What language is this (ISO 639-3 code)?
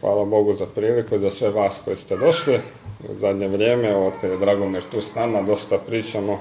srp